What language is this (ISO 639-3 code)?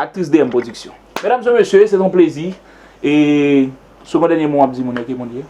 hat